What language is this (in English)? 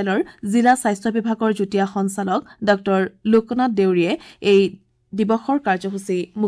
Assamese